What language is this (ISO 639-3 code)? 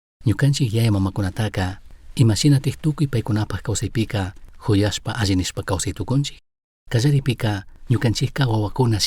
qug